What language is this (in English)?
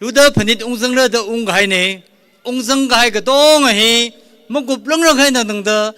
Tangkhul Naga (India)